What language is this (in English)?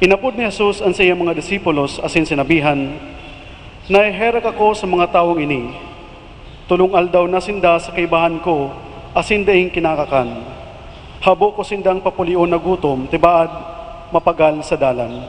Bikol